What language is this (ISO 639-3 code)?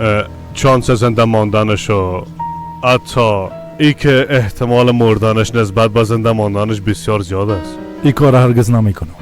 fas